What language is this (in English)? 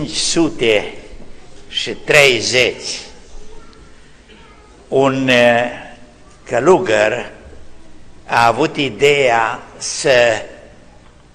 Romanian